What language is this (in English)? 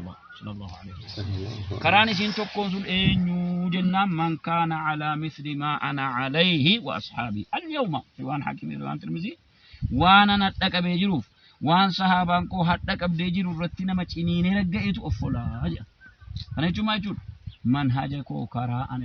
Oromo